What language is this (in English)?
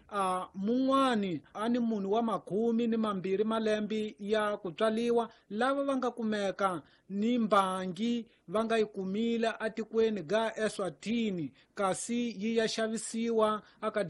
Tsonga